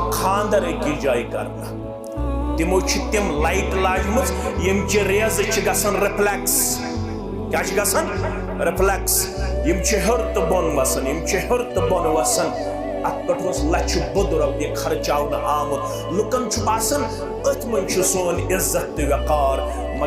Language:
Kashmiri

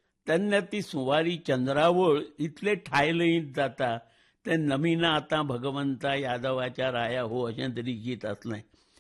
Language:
Konkani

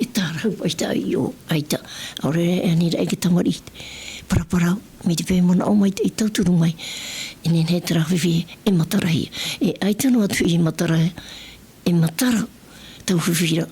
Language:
Tahitian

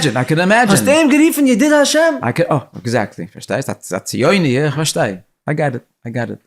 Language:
Yiddish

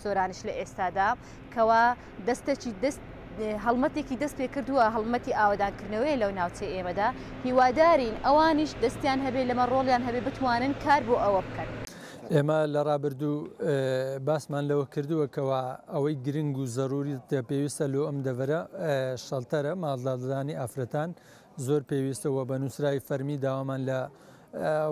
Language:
Central Kurdish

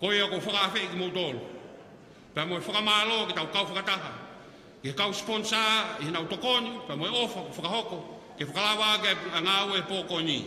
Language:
Tongan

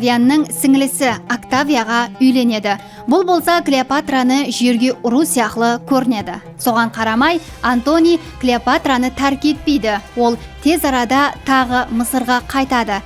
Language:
Kara-Kalpak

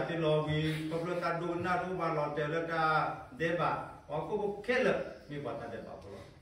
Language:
S'gaw Karen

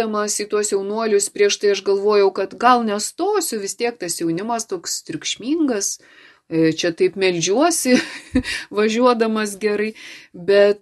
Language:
Lithuanian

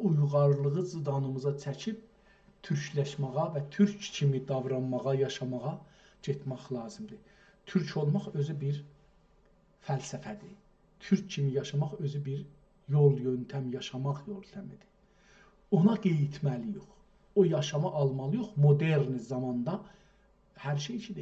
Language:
South Azerbaijani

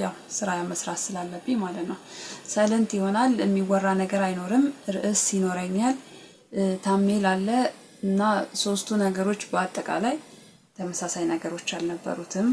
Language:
Amharic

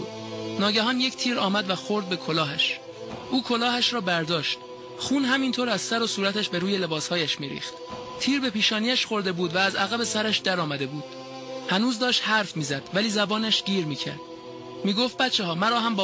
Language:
Persian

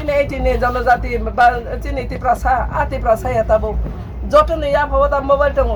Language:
Kok Borok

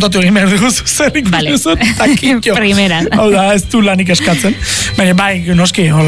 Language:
Basque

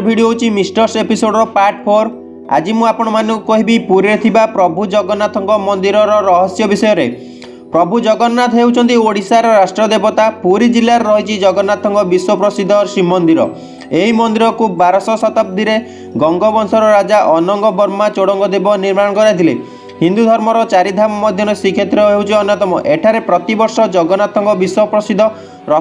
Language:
Odia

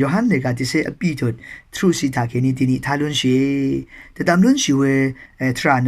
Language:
Rawang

